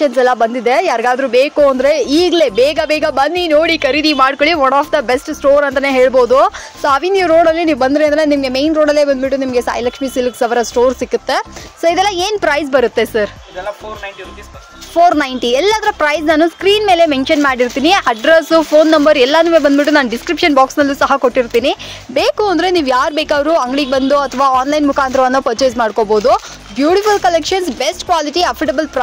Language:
Kannada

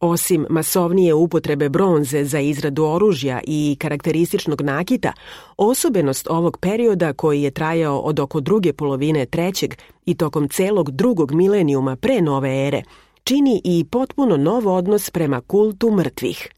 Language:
Serbian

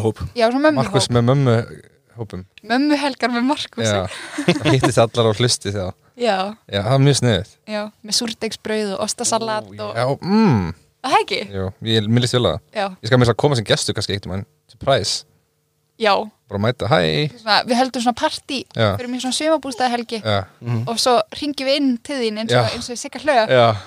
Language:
Icelandic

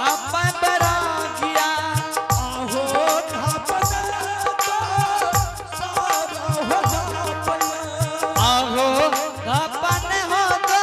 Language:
Angika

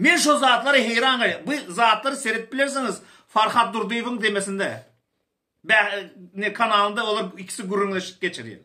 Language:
Turkmen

